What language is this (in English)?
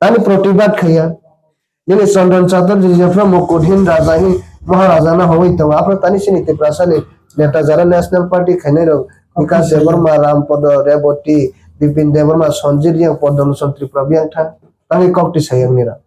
Kok Borok